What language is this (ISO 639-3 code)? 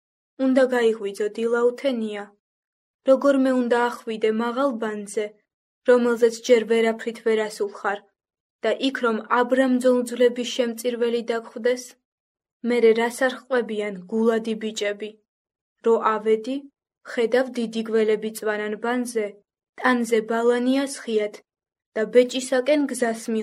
kat